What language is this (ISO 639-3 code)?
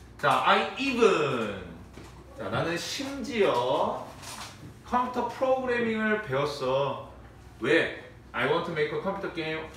kor